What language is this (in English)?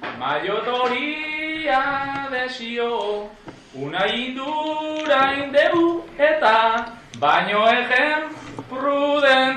Basque